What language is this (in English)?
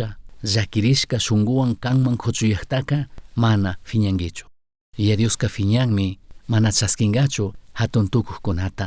Chimborazo Highland Quichua